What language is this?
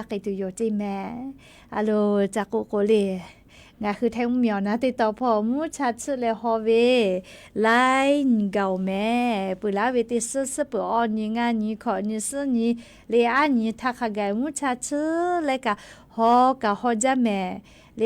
Lahu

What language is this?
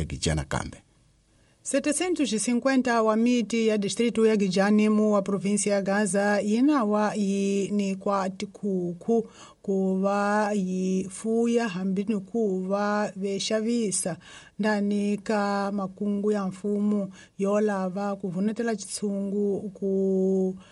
Tsonga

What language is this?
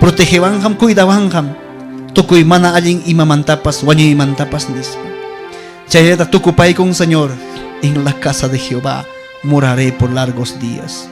Ayacucho Quechua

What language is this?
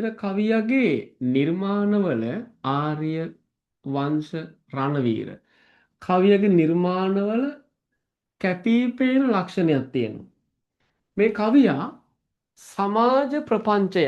Sinhala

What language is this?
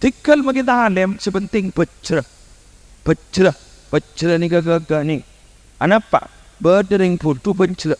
Madurese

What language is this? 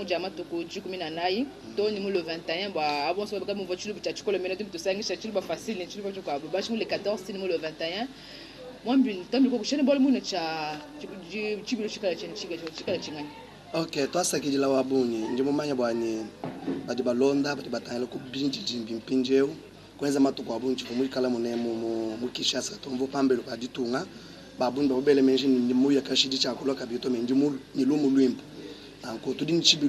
Luba-Lulua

